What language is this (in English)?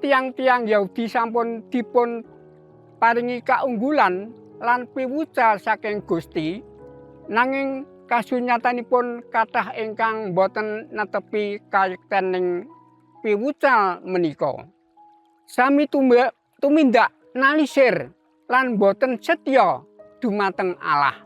Javanese